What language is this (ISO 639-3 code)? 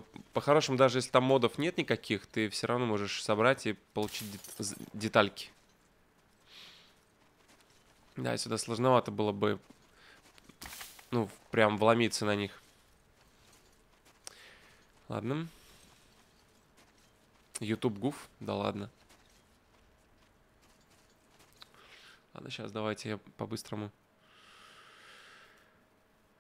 rus